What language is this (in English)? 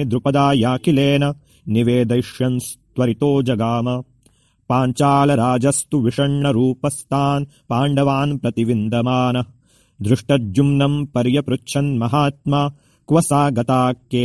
Sanskrit